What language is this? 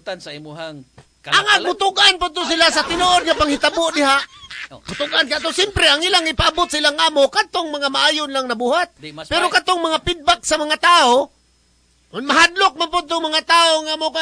Cebuano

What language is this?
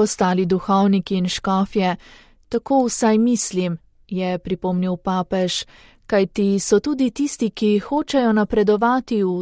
Slovenian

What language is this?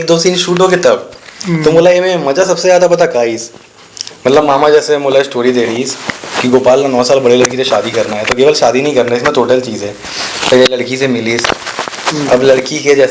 Chhattisgarhi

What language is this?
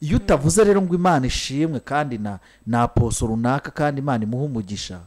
Kinyarwanda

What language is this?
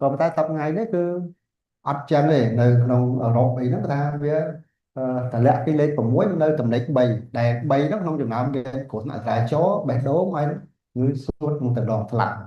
Khmer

